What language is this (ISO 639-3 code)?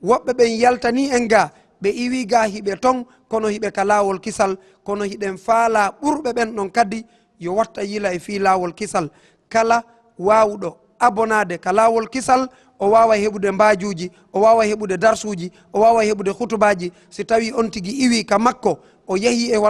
ful